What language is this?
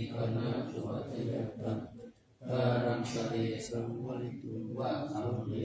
Pali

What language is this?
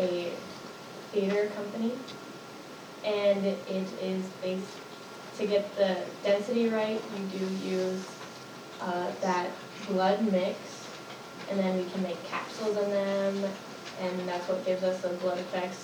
English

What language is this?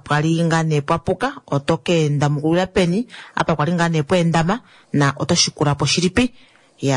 Kuanyama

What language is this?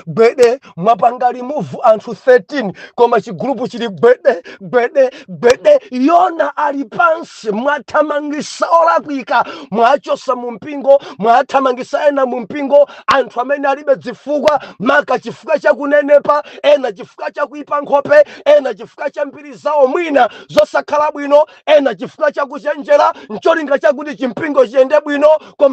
Nyanja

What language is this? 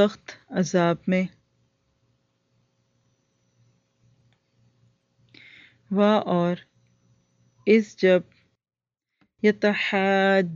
Urdu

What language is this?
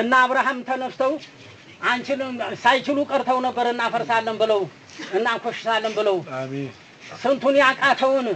Amharic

